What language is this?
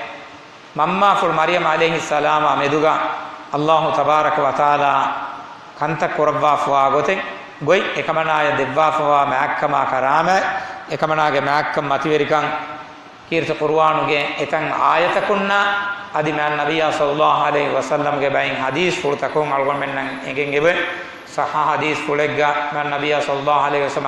Divehi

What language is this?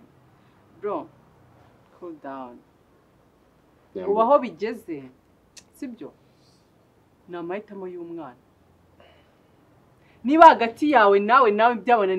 Kinyarwanda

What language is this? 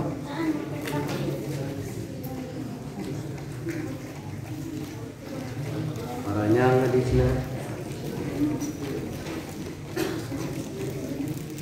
Sundanese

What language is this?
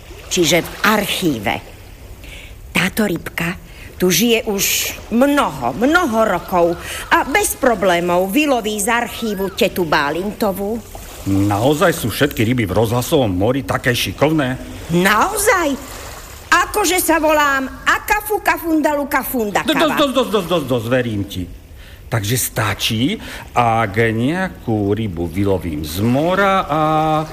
Slovak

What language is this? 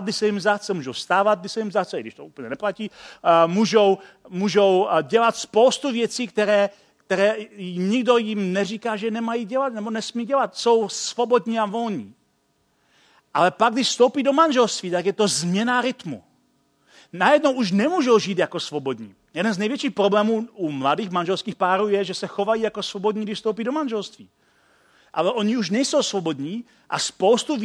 Czech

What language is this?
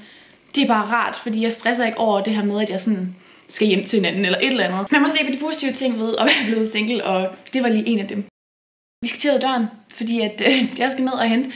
Danish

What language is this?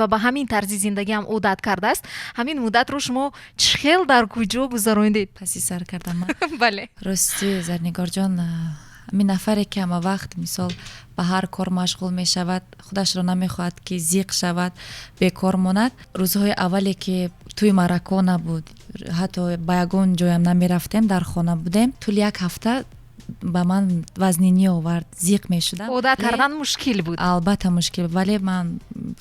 Tajik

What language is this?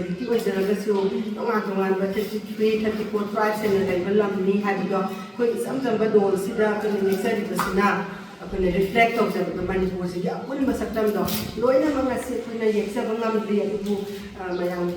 Manipuri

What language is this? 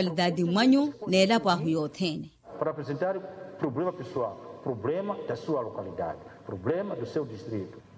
Makhuwa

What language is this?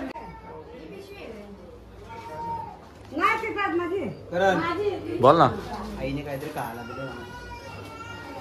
Marathi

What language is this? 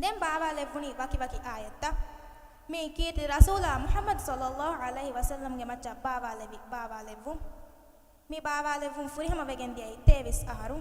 Divehi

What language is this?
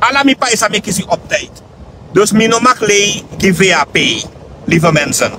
Sranan Tongo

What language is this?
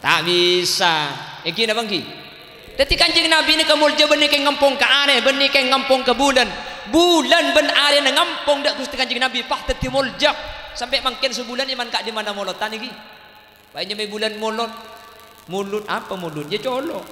Madurese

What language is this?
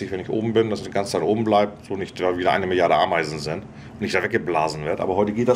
German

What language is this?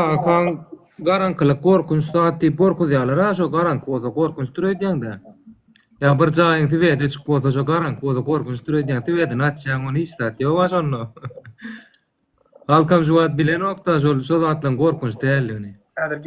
Turkmen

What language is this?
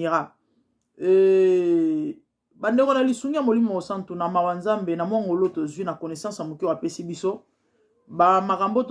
Lingala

